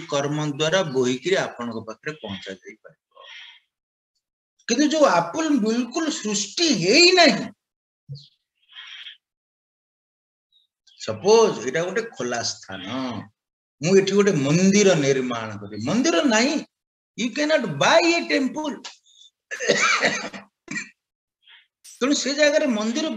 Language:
Odia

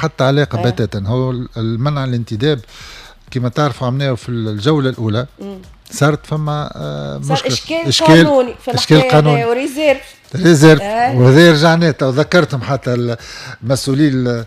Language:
Tunisian Arabic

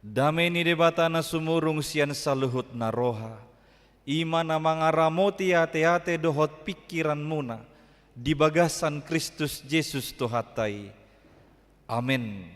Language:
Batak Toba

